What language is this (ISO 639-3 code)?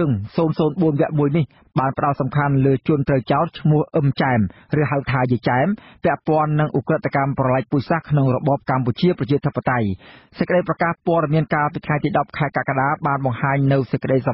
khm